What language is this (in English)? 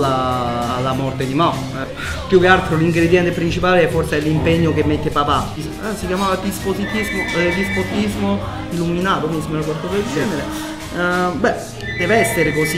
Italian